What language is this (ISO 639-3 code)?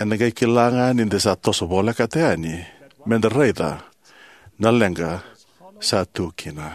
fij